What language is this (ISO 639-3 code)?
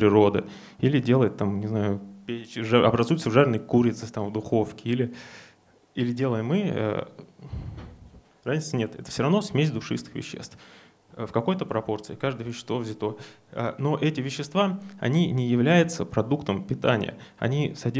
rus